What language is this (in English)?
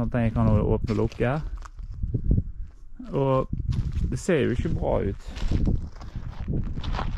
Norwegian